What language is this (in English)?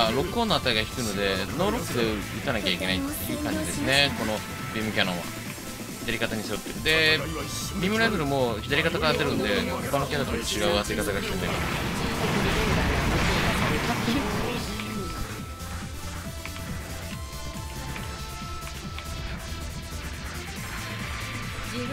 Japanese